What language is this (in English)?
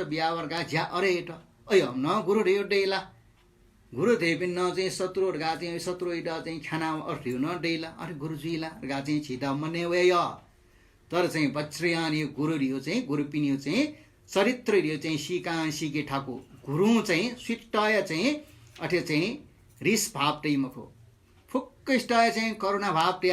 Newari